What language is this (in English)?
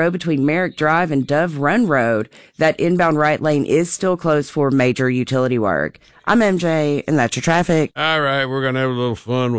English